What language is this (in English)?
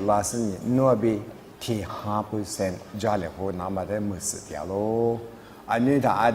Lisu